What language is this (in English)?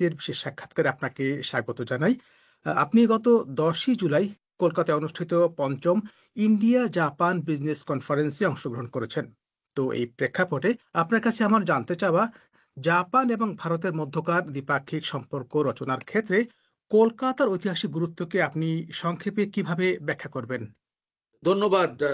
Bangla